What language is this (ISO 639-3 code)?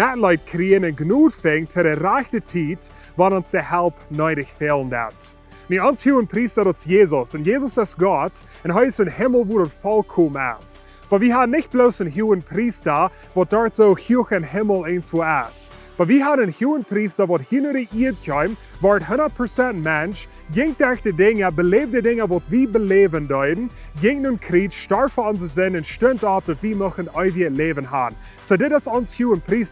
pdt